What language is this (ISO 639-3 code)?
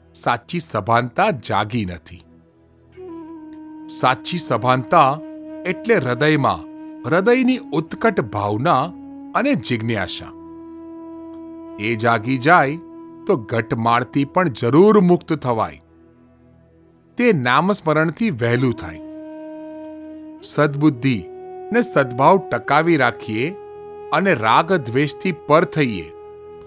guj